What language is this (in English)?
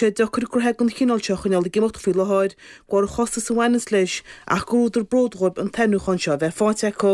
Irish